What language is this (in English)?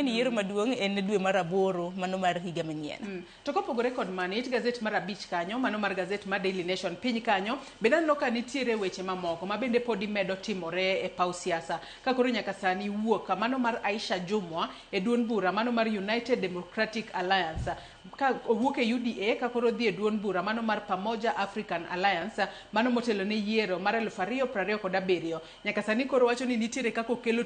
Luo (Kenya and Tanzania)